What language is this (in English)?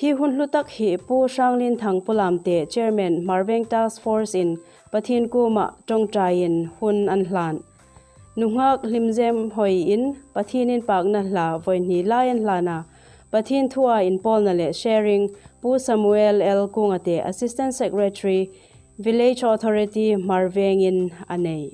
Hmar